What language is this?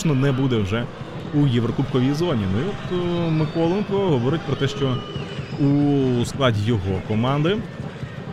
Ukrainian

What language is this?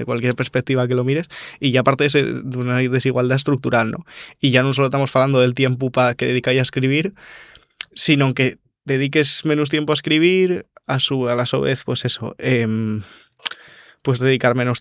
Asturian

